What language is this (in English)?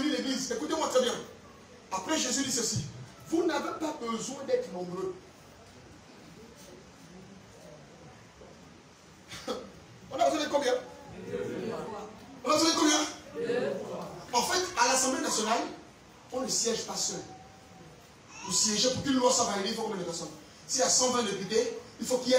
French